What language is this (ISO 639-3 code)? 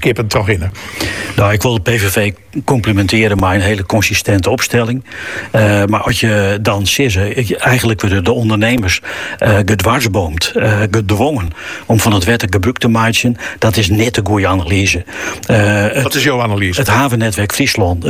nld